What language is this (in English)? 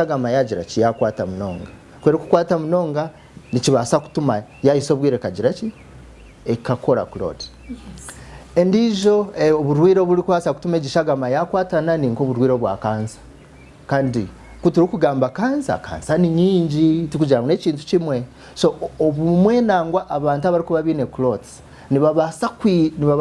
Nyankole